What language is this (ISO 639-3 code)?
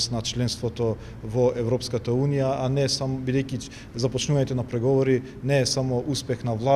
mkd